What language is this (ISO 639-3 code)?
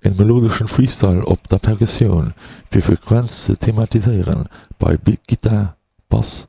ltz